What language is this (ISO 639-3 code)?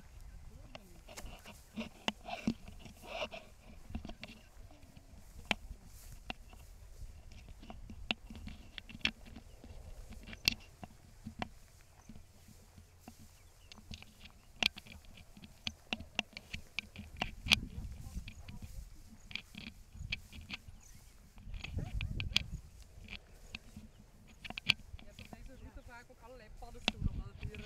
nld